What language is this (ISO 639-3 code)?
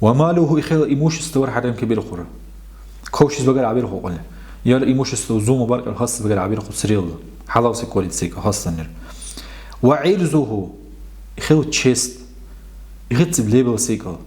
dar